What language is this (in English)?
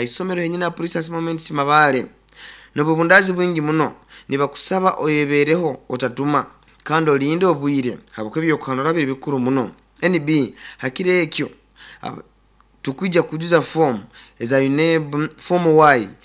Nyoro